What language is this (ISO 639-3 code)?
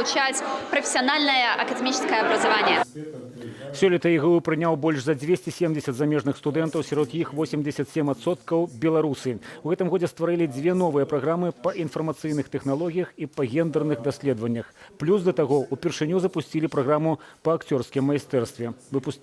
bel